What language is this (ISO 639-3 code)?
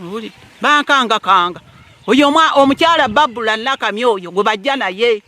lug